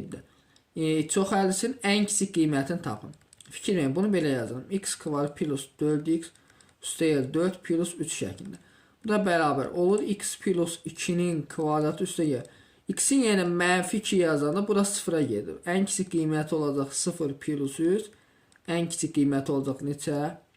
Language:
Azerbaijani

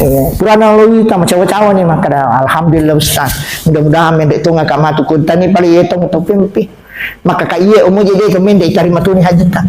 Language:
Buginese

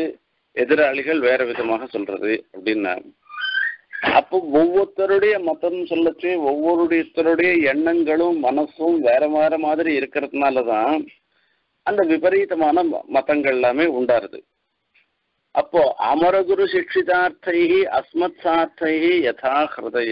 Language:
Tamil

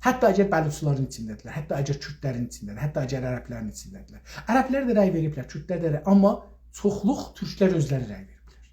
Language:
South Azerbaijani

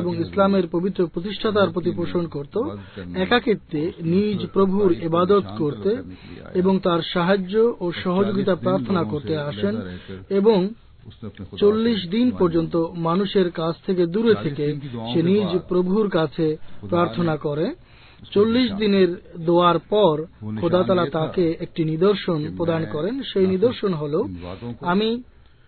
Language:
Bangla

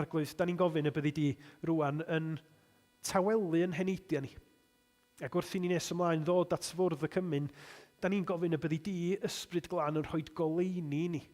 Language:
Welsh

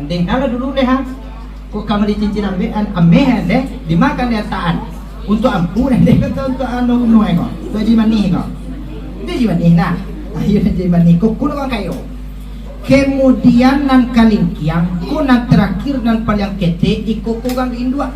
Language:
Minangkabau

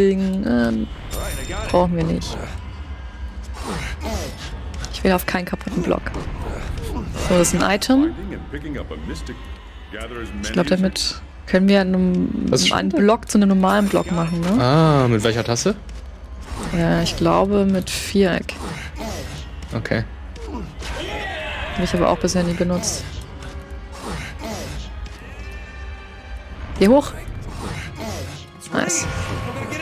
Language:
German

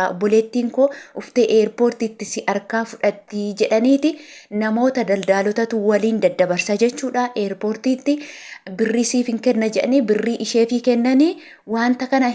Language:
Oromo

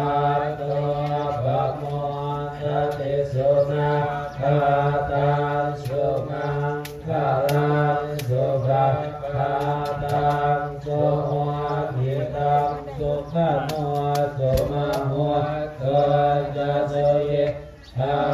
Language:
Pali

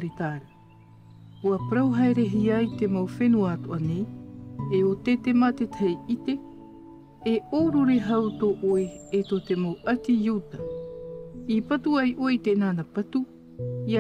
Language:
Tahitian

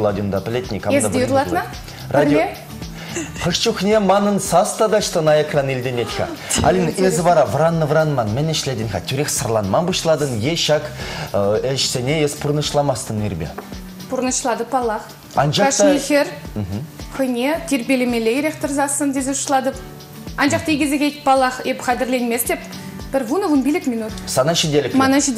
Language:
Chuvash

